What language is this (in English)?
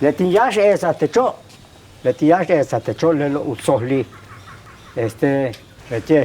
Yucateco